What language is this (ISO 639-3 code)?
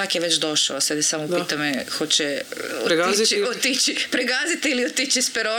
hrv